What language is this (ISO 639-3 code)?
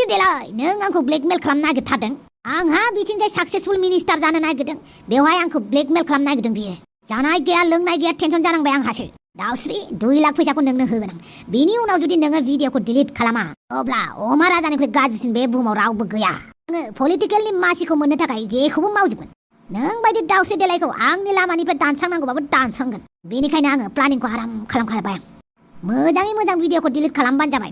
brx